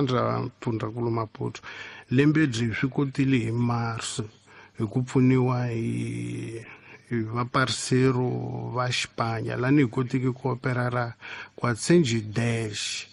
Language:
Tsonga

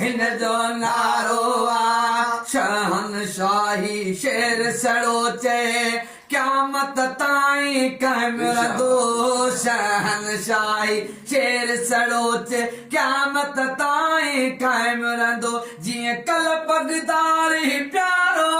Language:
Sindhi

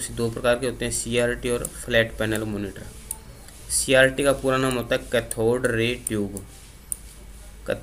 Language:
Hindi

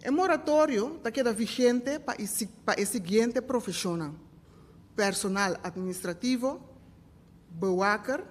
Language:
Papiamento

